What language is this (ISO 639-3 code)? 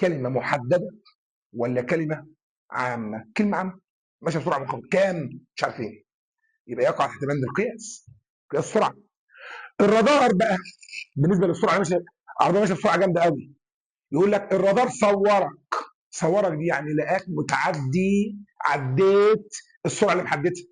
arz